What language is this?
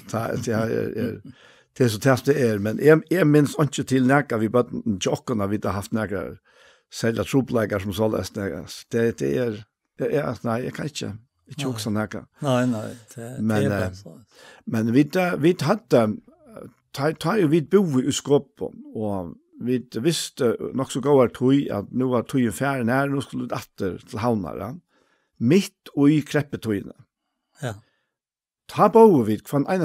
Faroese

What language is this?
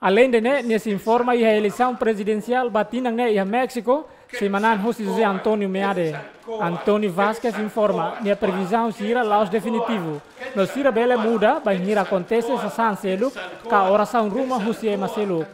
Tetum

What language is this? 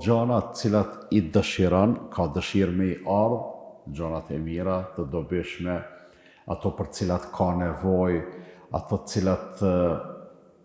Albanian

